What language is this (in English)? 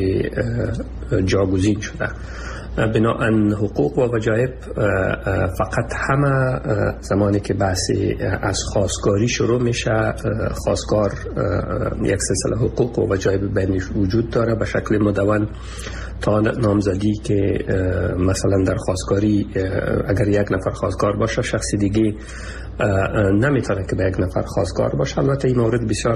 Persian